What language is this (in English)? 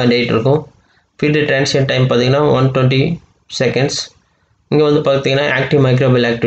Tamil